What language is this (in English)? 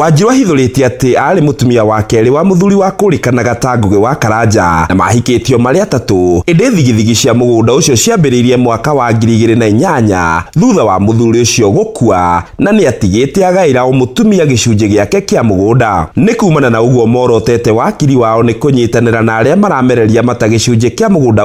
Kikuyu